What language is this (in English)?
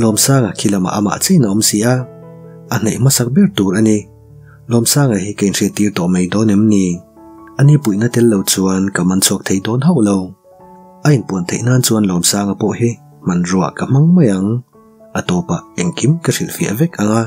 Mizo